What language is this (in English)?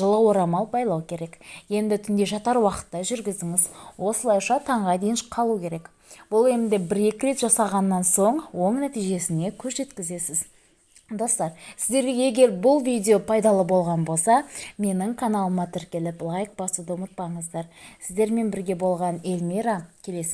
Kazakh